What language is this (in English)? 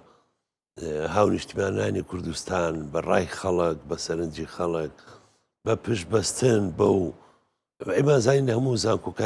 Central Kurdish